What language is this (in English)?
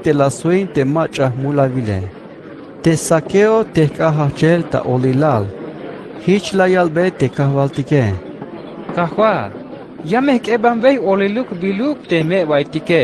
Tzeltal